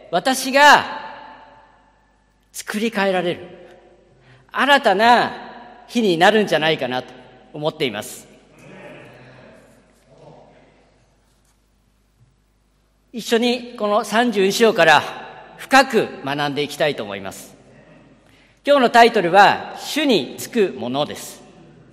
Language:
Japanese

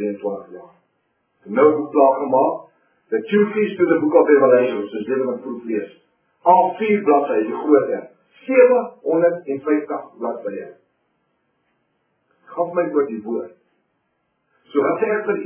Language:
Afrikaans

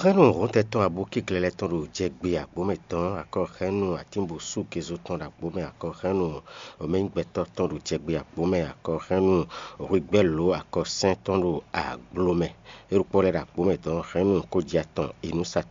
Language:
Fon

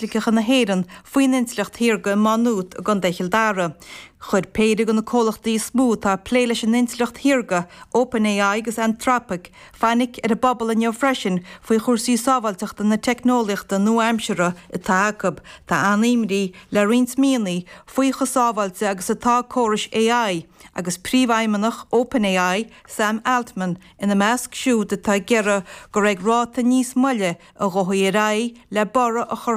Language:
Irish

